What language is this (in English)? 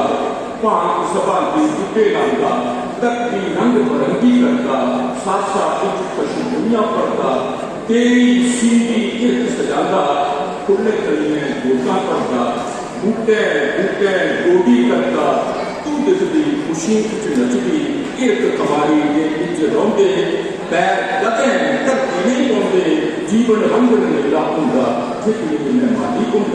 Dogri